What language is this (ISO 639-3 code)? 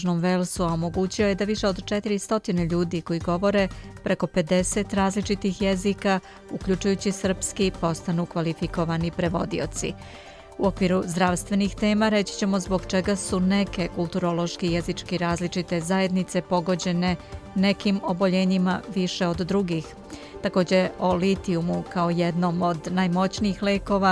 srp